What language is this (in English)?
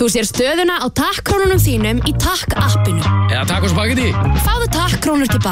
Icelandic